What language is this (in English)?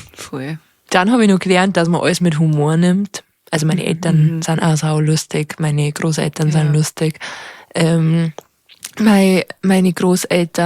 Bavarian